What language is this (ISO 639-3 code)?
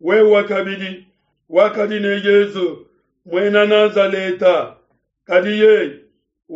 lua